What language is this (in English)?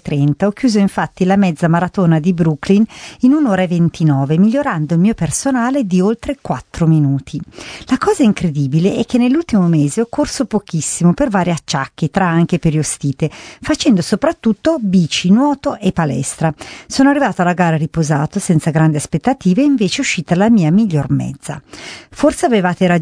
Italian